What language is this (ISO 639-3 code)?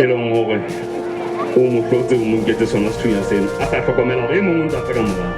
sot